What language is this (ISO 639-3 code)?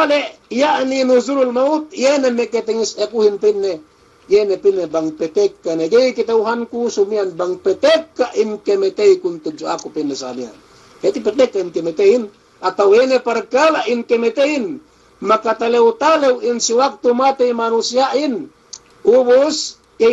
yka